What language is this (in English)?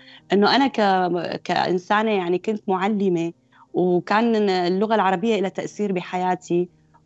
North Levantine Arabic